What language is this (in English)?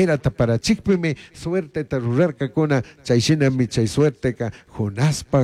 Chimborazo Highland Quichua